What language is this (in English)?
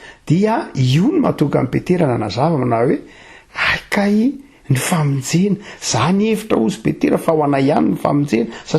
Malagasy